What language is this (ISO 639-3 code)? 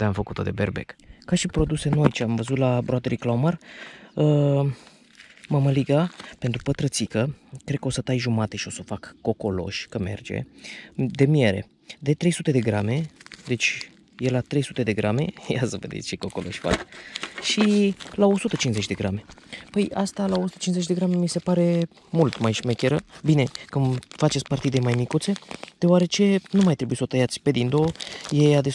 ron